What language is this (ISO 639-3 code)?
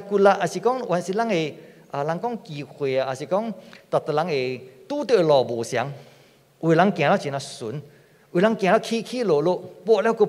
nan